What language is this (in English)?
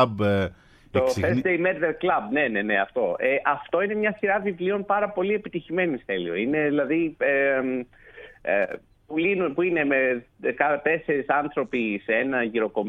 Greek